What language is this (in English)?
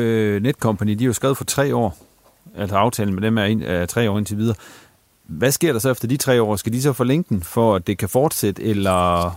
Danish